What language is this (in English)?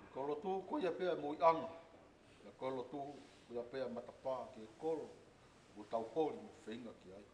Tongan